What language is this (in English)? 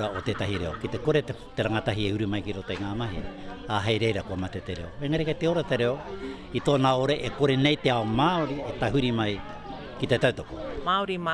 Māori